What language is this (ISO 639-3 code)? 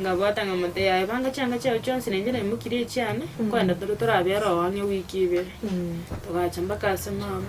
guz